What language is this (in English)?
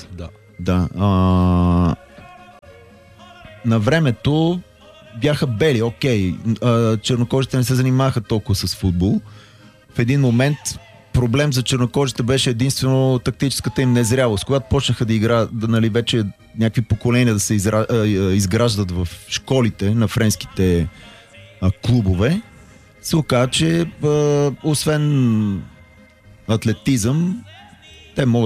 Bulgarian